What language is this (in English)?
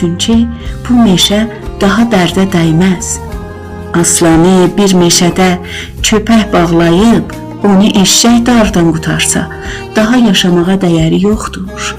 South Azerbaijani